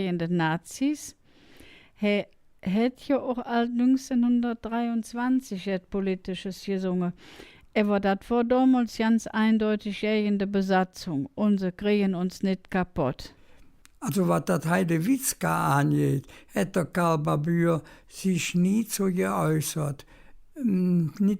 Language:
Colognian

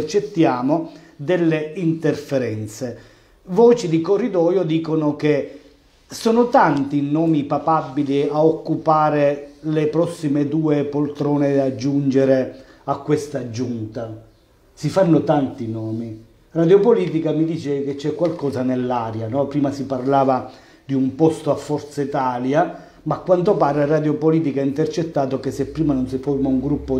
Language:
Italian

